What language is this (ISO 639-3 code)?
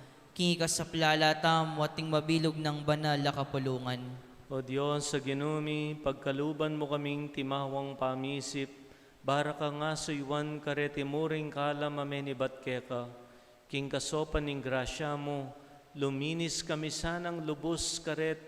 pam